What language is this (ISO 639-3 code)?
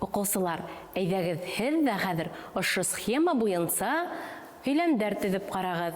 bak